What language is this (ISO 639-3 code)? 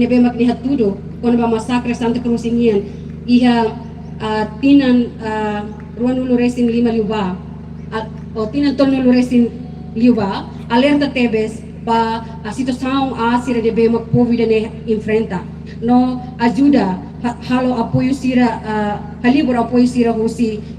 tet